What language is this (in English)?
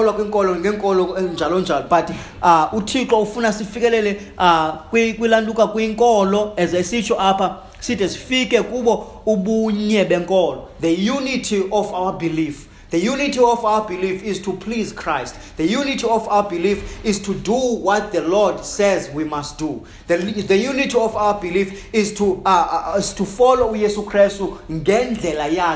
Xhosa